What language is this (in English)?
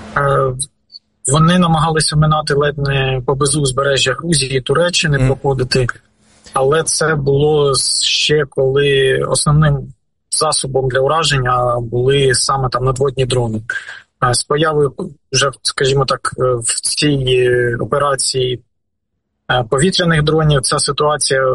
Ukrainian